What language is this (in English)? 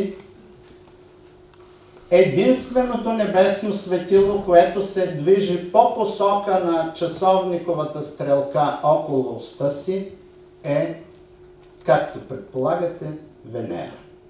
Bulgarian